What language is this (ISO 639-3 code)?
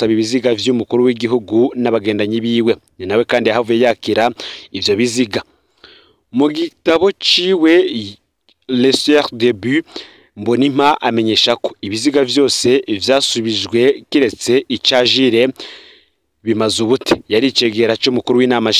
run